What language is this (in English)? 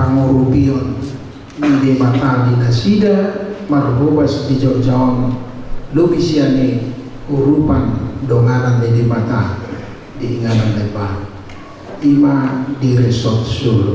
Batak Toba